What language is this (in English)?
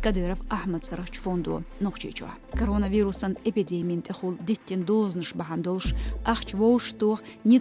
Chechen